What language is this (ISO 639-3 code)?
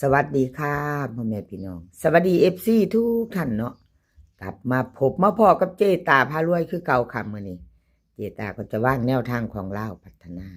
tts